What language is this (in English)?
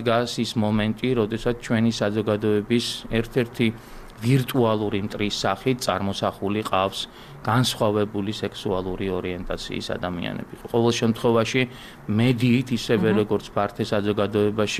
Georgian